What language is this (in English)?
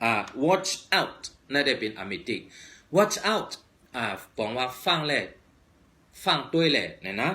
Shan